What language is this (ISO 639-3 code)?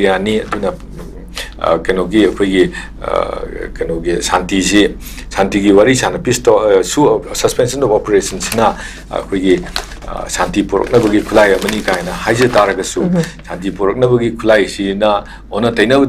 mni